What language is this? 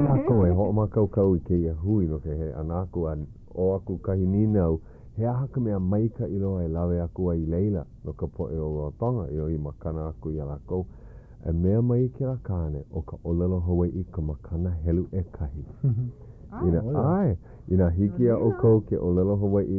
Hawaiian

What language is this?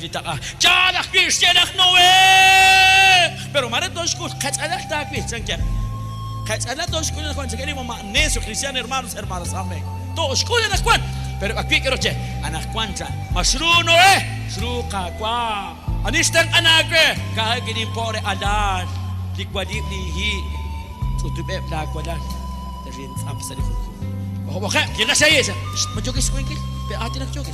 Kekchí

